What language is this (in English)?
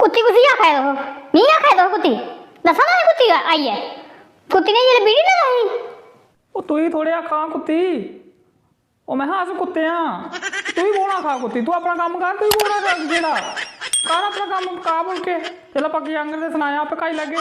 Dogri